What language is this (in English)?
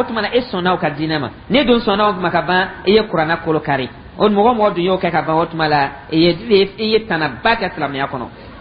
Dyula